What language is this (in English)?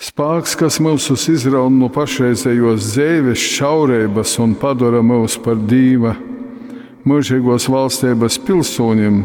Latgalian